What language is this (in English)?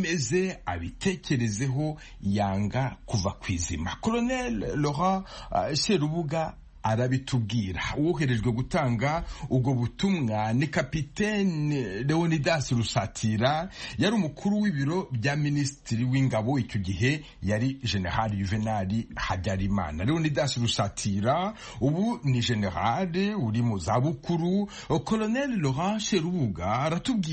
Kinyarwanda